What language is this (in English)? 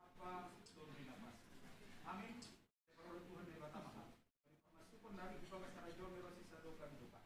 Batak Simalungun